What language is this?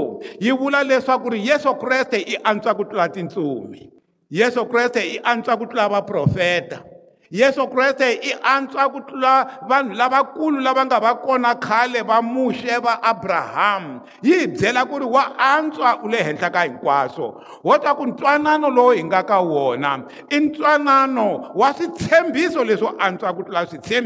Tsonga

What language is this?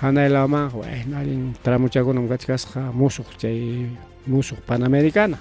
Ayacucho Quechua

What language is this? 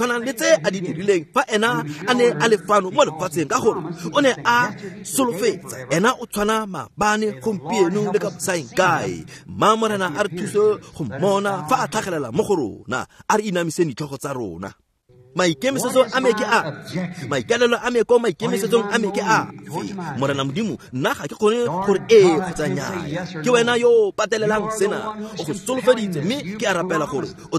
Tswana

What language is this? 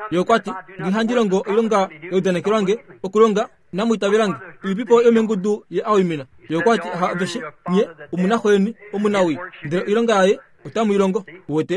Kuanyama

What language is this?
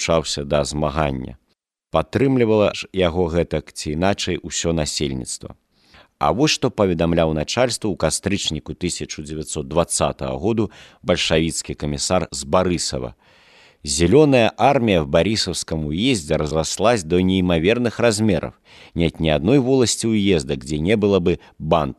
Belarusian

